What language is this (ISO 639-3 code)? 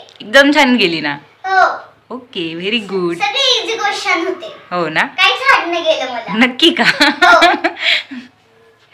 mar